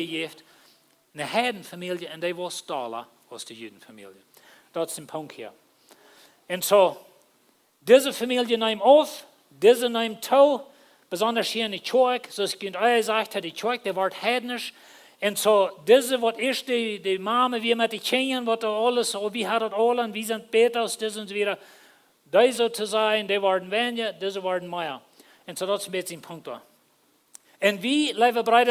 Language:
Plautdietsch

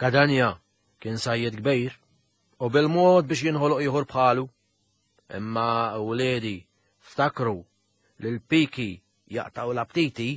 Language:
Maltese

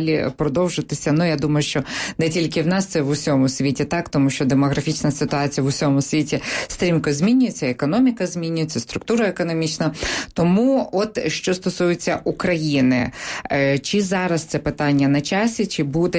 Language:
Ukrainian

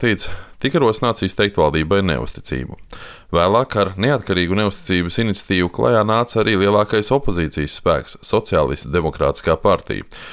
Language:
Latvian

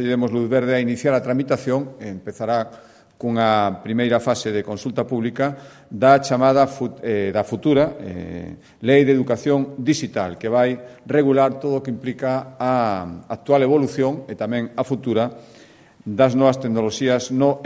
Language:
Galician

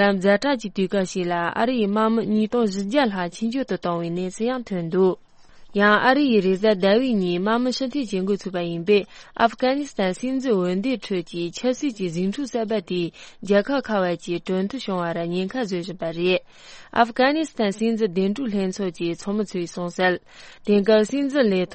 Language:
Tibetan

